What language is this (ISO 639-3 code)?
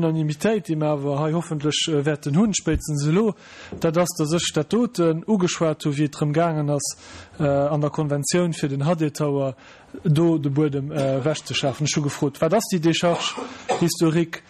ltz